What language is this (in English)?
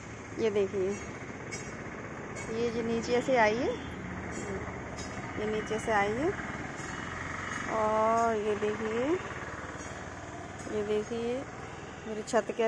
Hindi